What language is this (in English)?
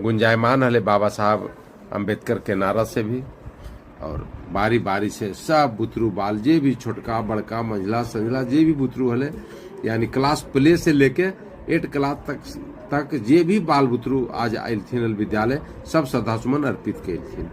Magahi